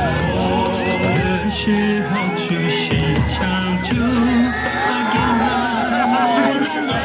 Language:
Yimchungru Naga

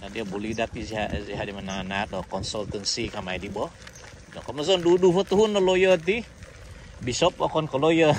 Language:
Central Dusun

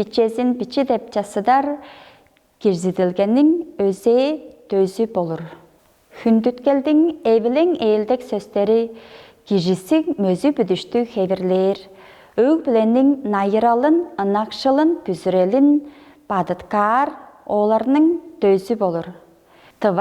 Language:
Tuvinian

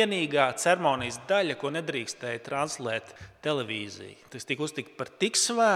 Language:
Latvian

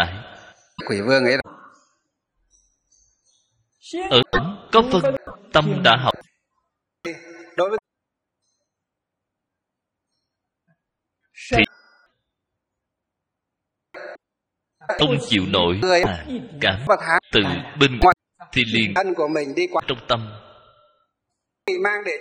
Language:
Vietnamese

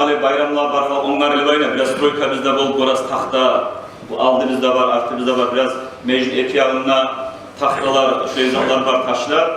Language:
Kumyk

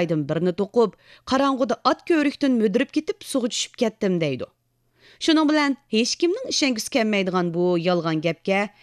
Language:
Uyghur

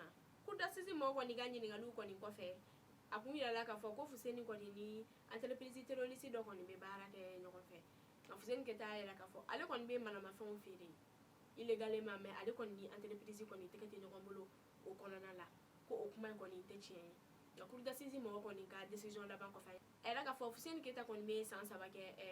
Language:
Bambara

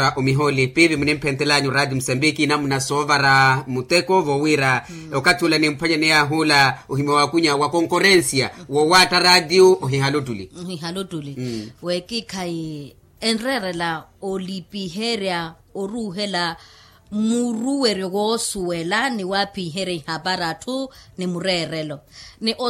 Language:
Makhuwa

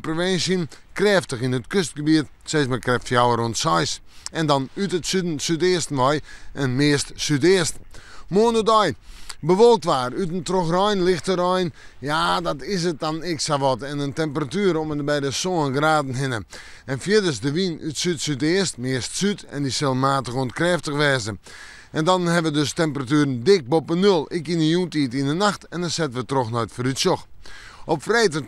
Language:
Western Frisian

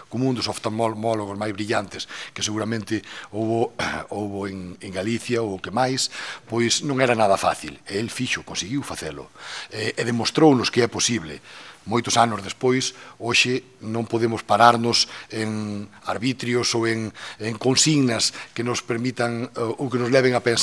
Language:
Galician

